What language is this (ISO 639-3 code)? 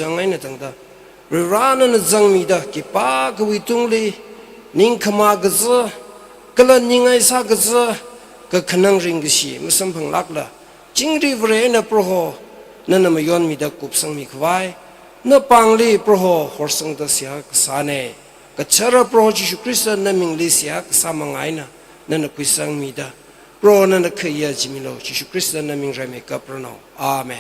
nmf